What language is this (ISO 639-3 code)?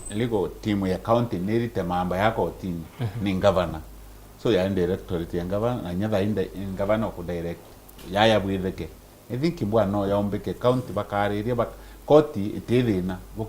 mer